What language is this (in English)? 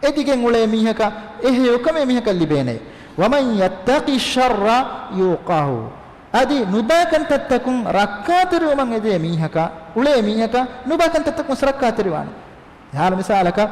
Divehi